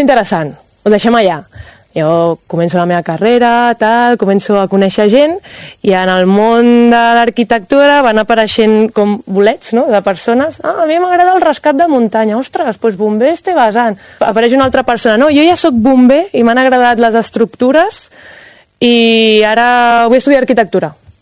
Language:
Catalan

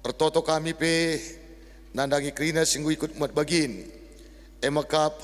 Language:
Batak Karo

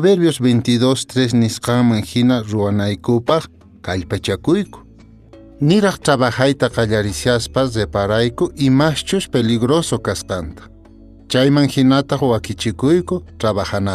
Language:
Quechua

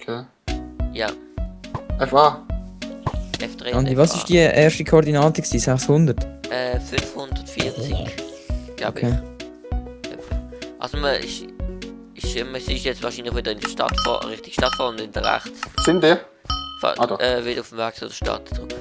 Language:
Swiss German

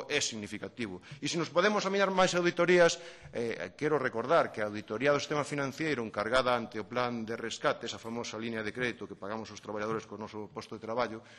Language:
Galician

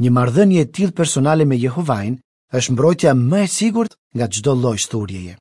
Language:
Albanian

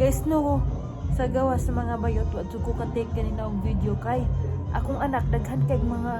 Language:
Cebuano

